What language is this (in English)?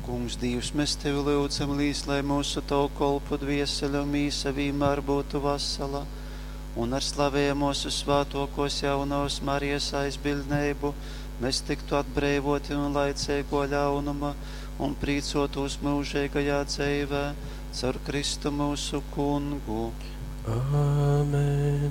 Latgalian